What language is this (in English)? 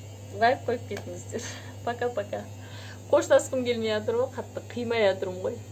Kazakh